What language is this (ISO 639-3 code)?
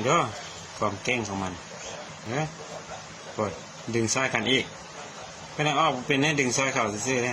lao